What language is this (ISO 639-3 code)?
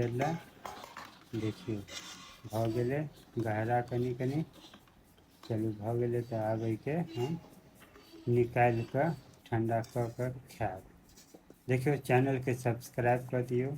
mai